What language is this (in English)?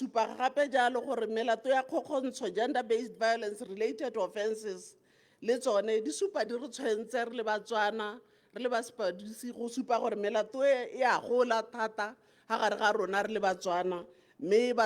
Tswana